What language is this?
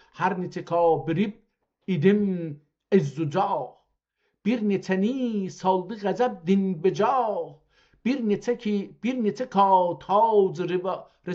South Azerbaijani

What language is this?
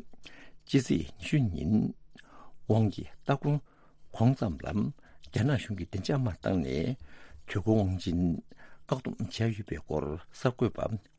Tibetan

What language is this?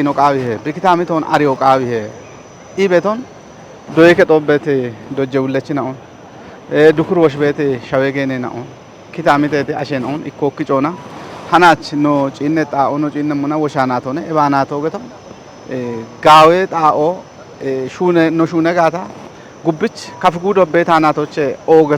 Kafa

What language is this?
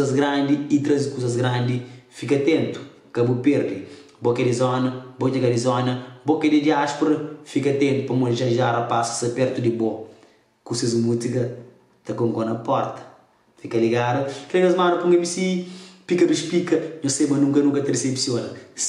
Kabuverdianu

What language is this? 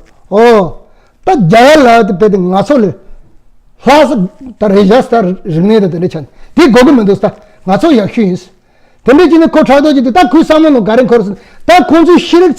Tibetan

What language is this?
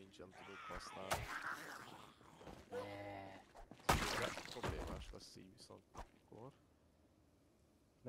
Hungarian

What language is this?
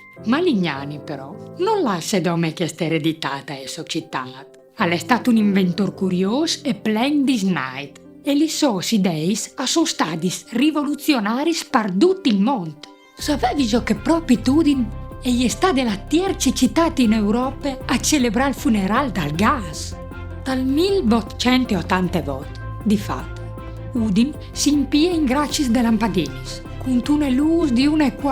Friulian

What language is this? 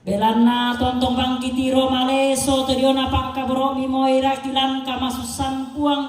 Toraja-Sa'dan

